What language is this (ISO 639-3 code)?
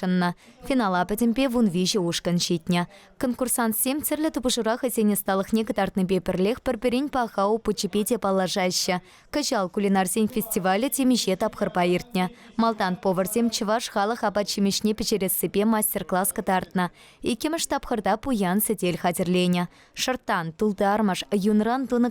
chv